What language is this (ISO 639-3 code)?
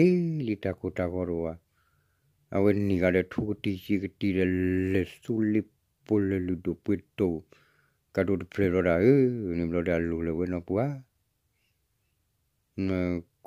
ksw